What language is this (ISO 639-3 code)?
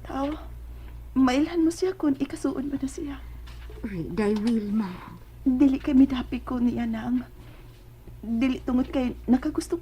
ceb